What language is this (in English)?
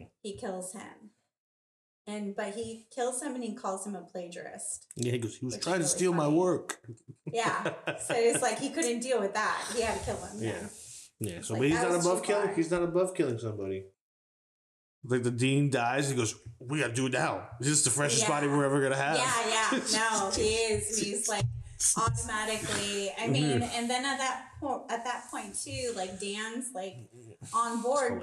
English